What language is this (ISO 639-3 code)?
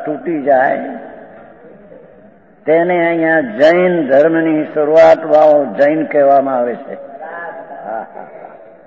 guj